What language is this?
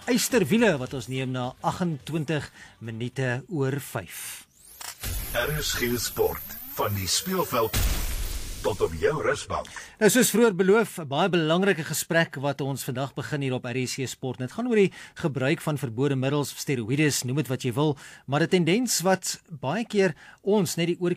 Afrikaans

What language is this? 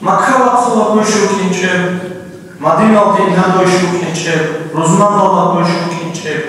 Avaric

